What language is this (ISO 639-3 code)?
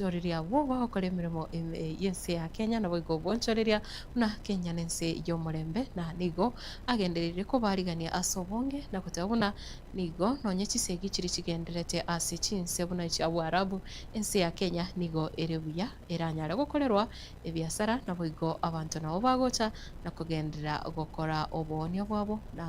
guz